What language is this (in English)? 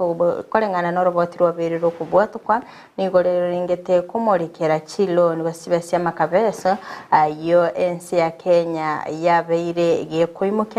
Gusii